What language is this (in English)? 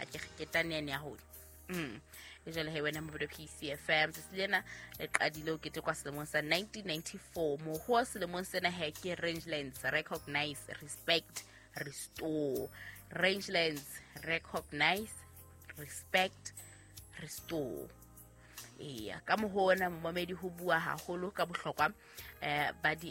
Southern Sotho